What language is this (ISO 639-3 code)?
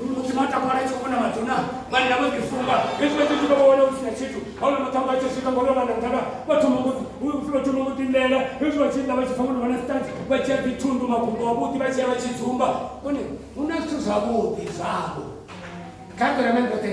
ven